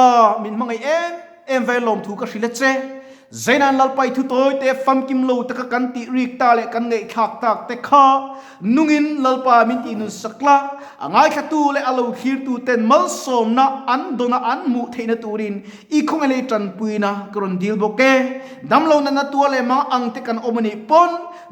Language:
Mizo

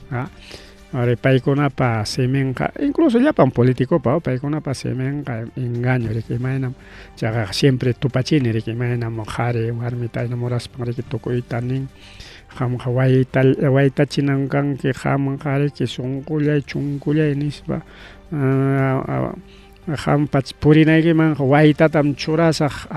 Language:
Ayacucho Quechua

